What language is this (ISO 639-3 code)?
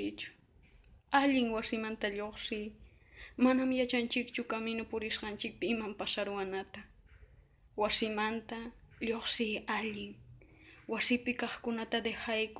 que